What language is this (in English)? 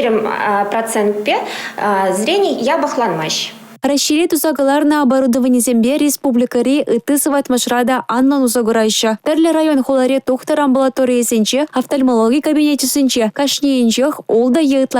Chuvash